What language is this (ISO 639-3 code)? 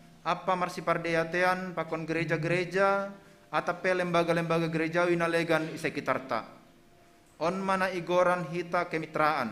bts